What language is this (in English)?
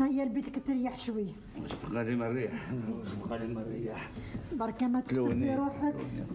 Algerian Arabic